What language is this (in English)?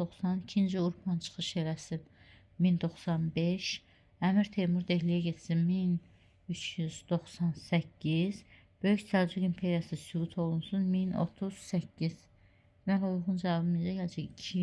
Azerbaijani